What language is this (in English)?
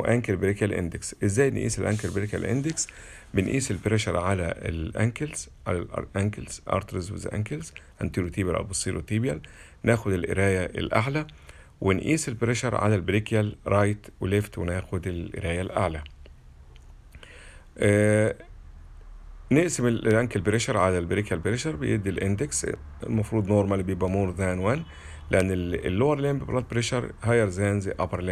Egyptian Arabic